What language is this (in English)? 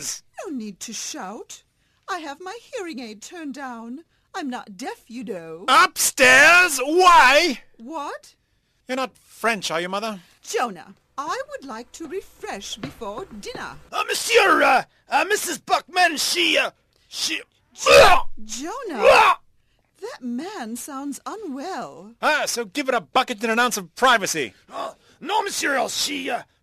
English